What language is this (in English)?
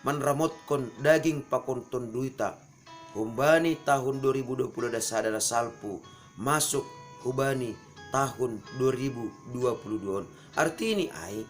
Batak Simalungun